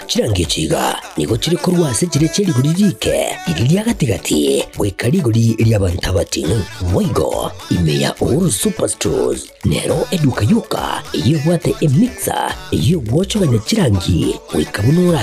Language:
Gusii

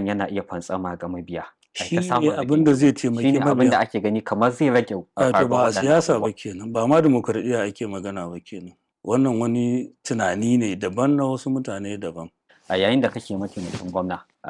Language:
Hausa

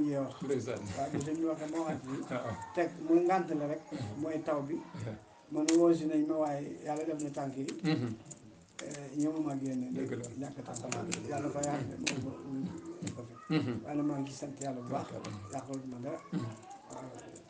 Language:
Wolof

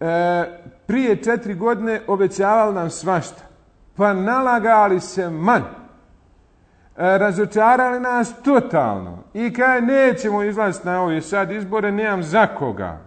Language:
Bosnian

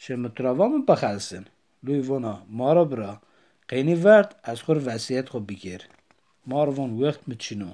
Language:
Zaza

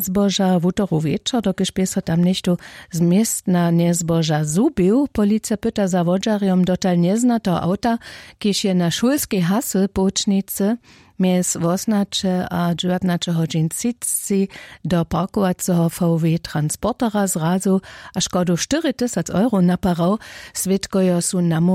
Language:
Upper Sorbian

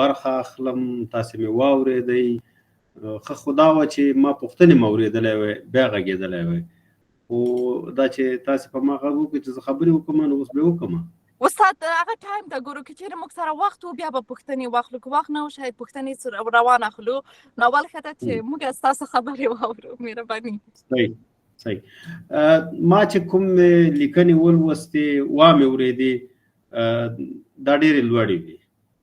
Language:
Pashto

